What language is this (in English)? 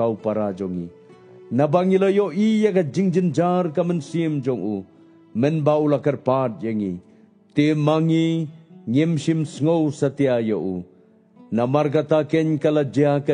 Khasi